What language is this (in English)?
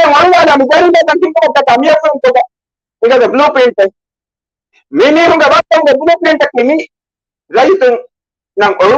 Divehi